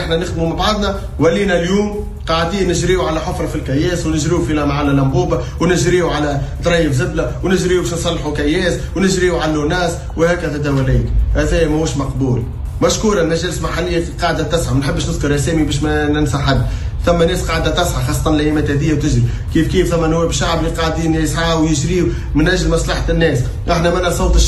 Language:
Tunisian Arabic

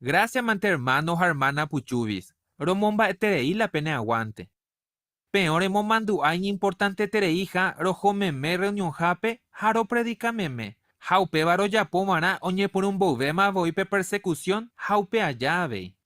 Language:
Guarani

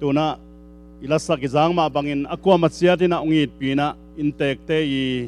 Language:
Tedim Chin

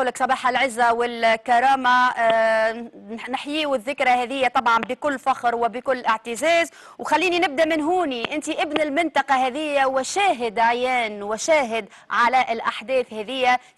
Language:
Tunisian Arabic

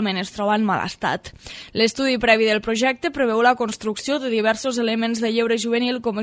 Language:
Catalan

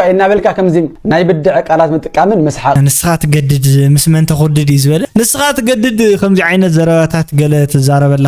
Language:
Tigrinya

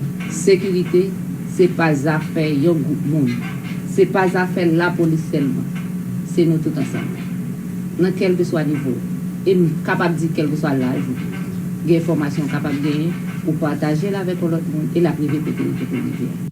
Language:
Haitian Creole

